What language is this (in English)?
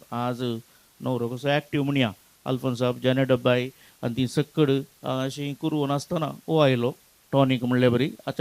Konkani